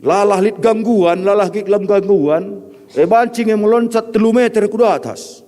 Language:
Batak Karo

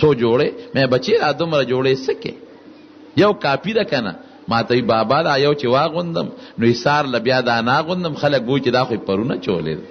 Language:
Pashto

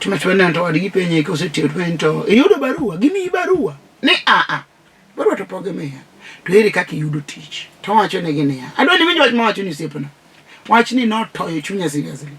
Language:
Luo (Kenya and Tanzania)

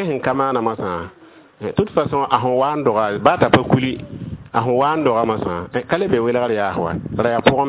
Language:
Mossi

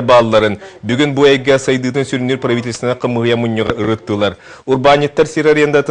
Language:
Yakut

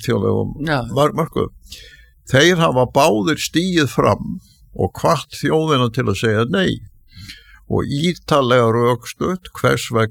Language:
Icelandic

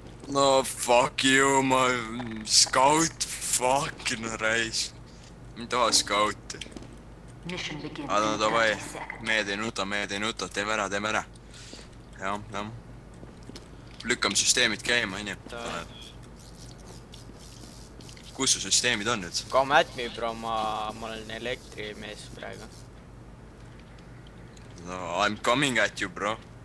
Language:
Estonian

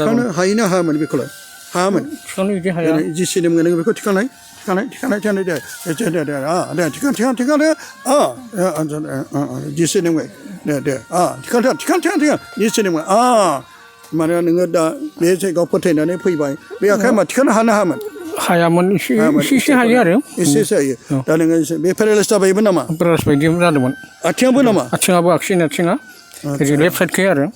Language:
Bodo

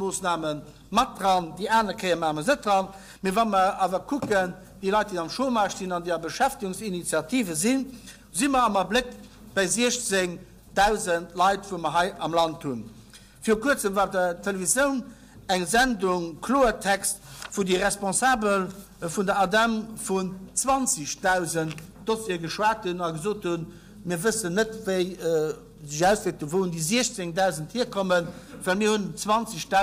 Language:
Luxembourgish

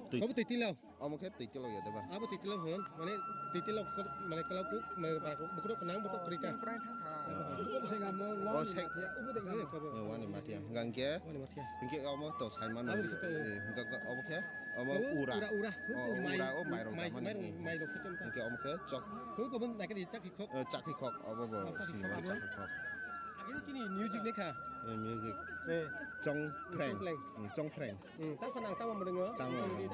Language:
Kok Borok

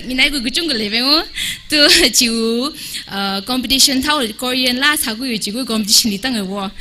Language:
Tangkhul Naga (India)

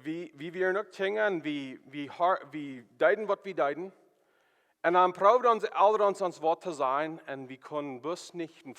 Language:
Plautdietsch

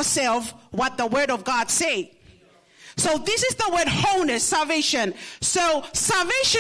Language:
Tongan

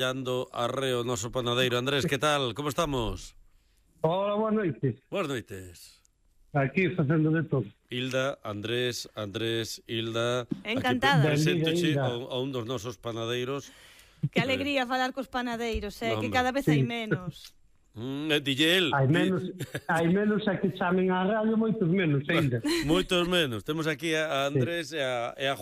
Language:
Galician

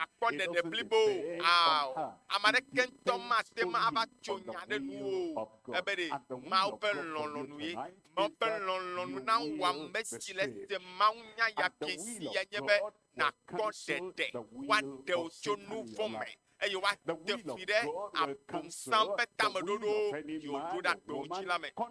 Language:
Ewe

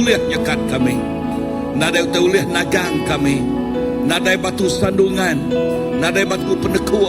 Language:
Iban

